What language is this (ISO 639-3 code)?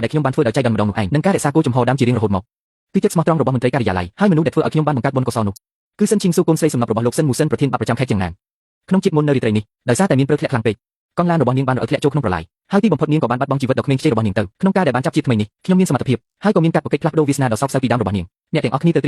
khm